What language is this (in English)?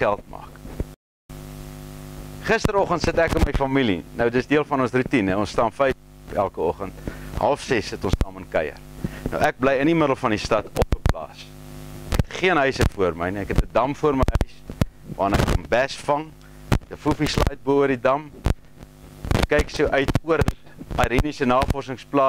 Afrikaans